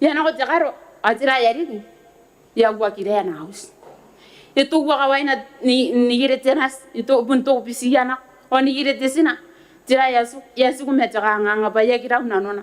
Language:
Gilbertese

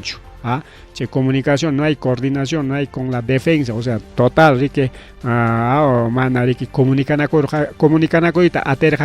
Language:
Ayacucho Quechua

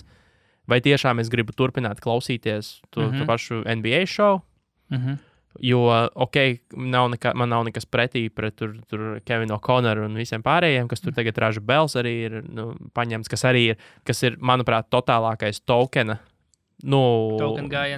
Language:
Latvian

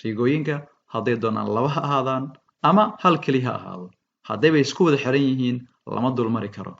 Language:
Somali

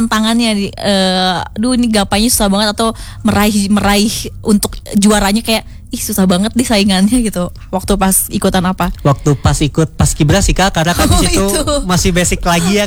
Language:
Indonesian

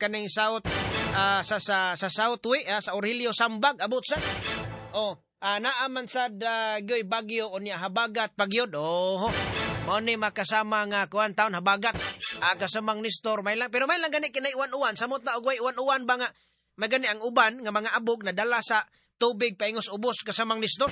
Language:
Cebuano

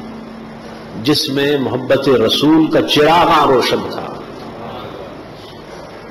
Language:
Urdu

